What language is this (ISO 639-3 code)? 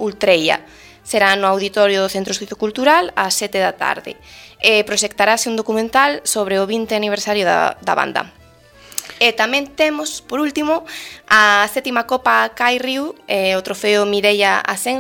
glg